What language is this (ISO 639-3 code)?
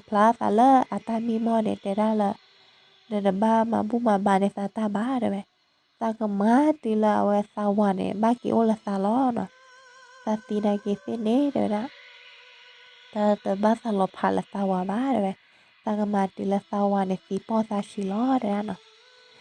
ksw